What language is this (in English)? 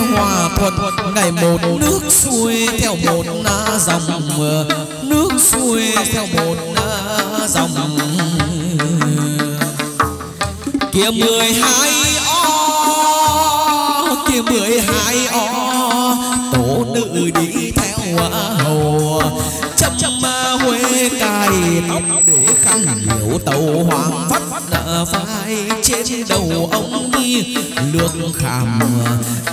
Vietnamese